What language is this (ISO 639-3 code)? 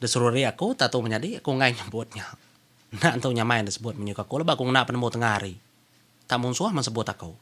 iba